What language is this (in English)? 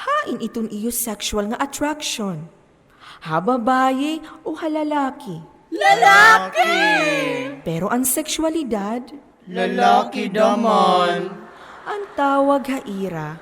Waray